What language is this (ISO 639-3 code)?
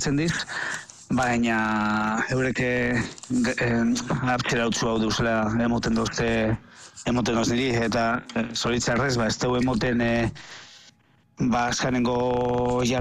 eus